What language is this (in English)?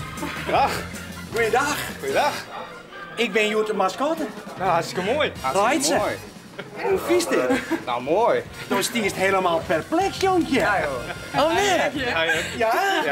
Western Frisian